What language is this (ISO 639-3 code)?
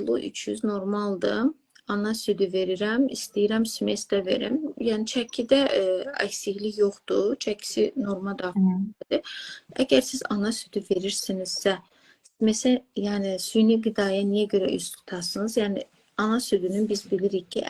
aze